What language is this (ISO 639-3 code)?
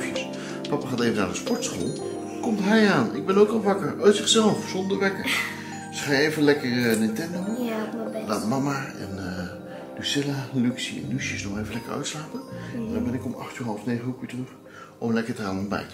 nld